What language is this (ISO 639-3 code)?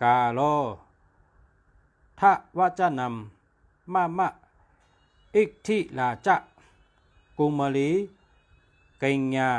shn